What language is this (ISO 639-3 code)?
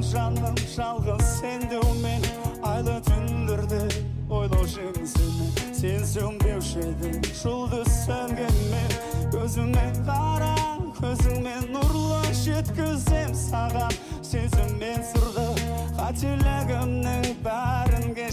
kaz